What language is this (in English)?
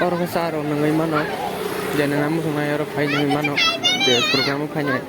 Kok Borok